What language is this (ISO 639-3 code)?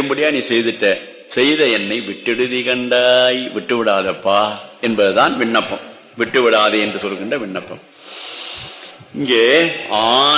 tam